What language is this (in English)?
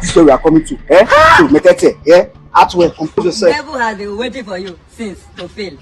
Nigerian Pidgin